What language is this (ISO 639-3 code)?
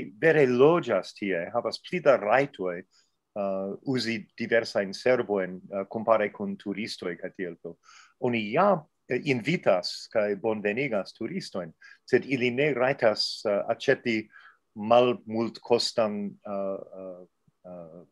epo